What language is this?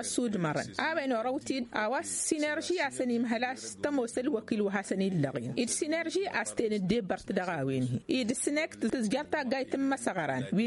Tamasheq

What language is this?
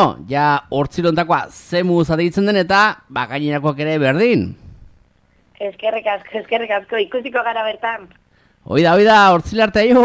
Basque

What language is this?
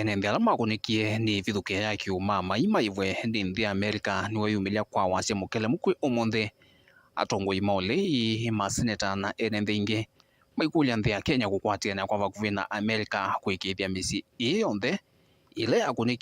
Kamba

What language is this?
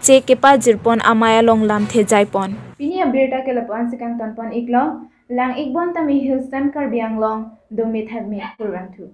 Karbi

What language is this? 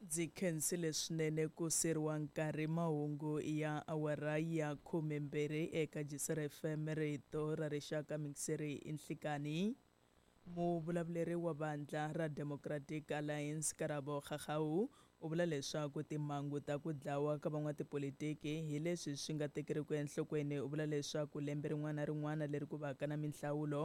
Tsonga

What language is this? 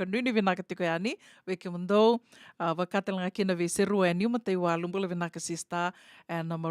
Fijian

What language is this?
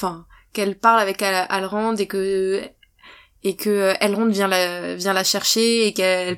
French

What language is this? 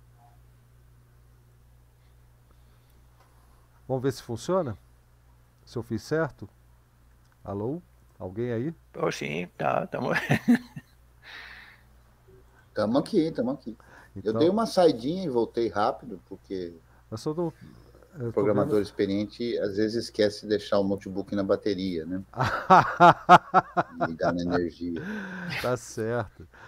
Portuguese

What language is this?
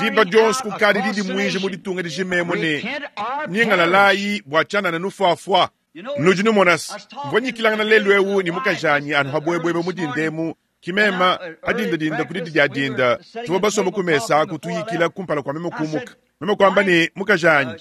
Luba-Lulua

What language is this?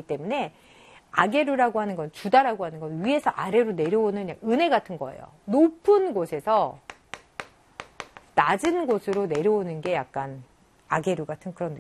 Korean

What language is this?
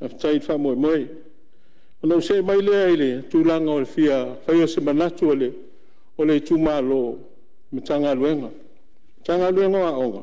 Samoan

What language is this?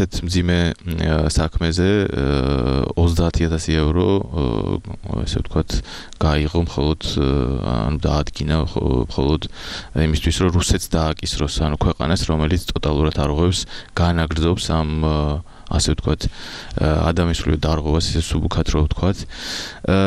Georgian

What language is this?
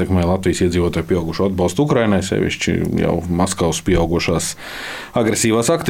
Latvian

